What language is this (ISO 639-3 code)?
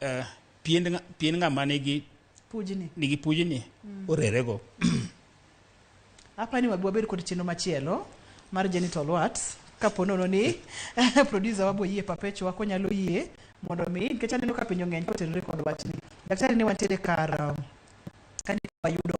luo